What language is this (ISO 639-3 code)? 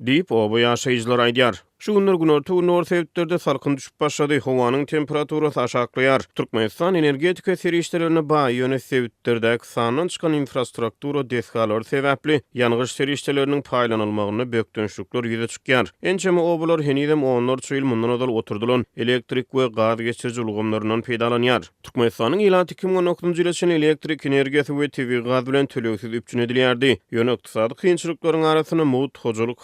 tuk